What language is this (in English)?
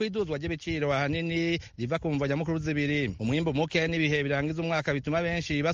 Kinyarwanda